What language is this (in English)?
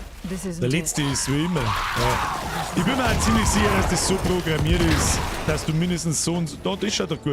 Bavarian